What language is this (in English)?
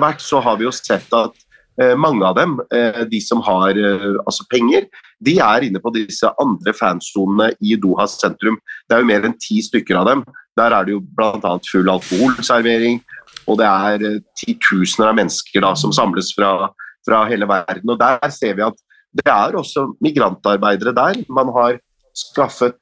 Norwegian